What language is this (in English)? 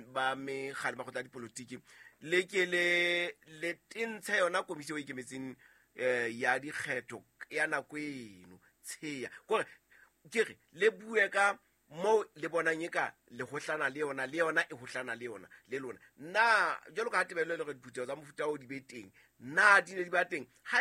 Southern Sotho